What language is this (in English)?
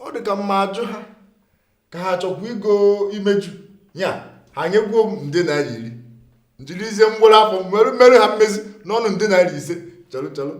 Igbo